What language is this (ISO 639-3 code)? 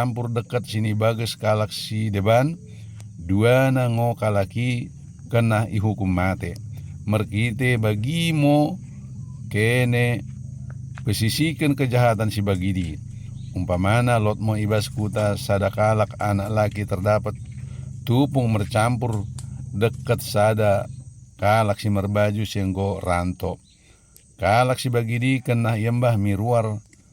btd